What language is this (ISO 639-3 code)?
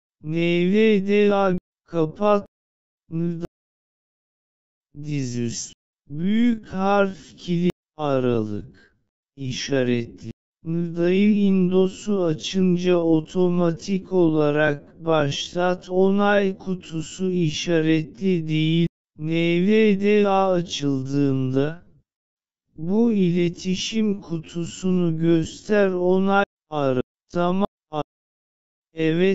tur